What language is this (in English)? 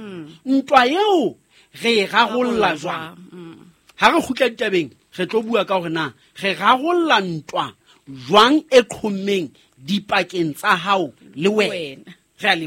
Southern Sotho